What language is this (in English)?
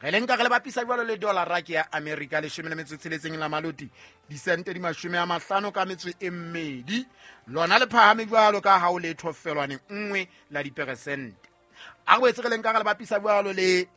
Southern Sotho